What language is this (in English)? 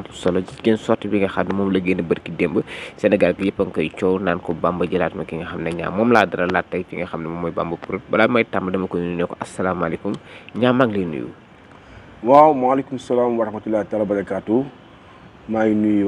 Wolof